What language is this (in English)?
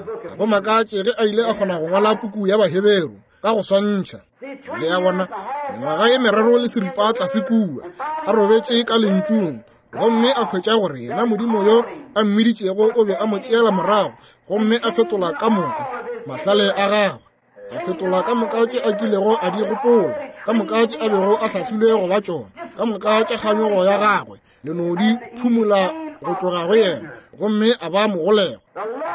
Northern Sotho